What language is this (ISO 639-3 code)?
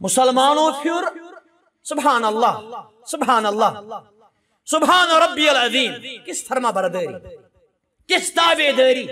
kas